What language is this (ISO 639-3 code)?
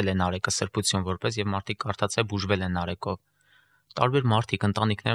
hye